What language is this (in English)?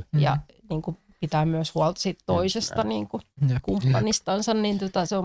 Finnish